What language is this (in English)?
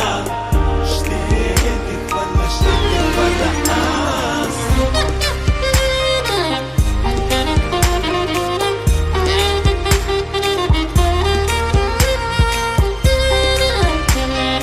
Bulgarian